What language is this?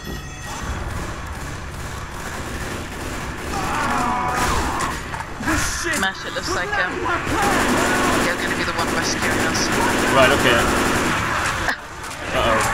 English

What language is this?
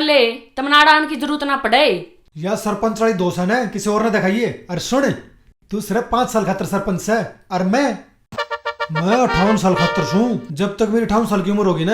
Haryanvi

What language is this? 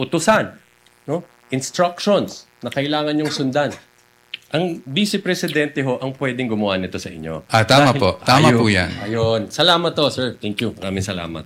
Filipino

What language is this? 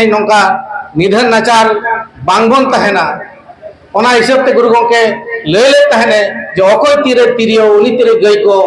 Santali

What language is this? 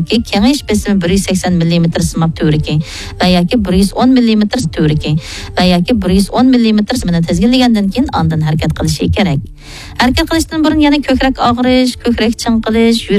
Uyghur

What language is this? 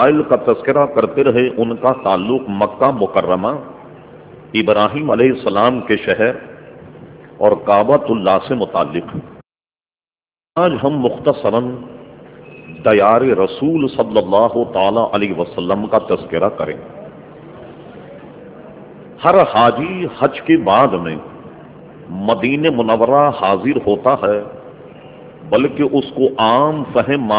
Urdu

